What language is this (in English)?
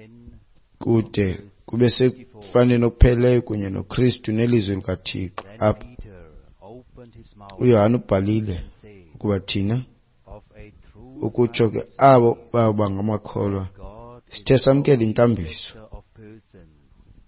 Xhosa